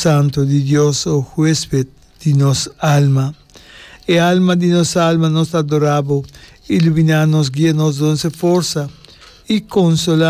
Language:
Papiamento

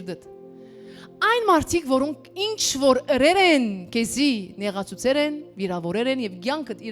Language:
Western Armenian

